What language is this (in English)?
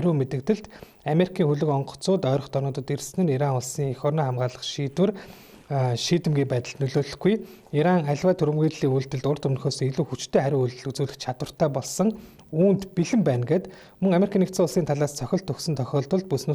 Mongolian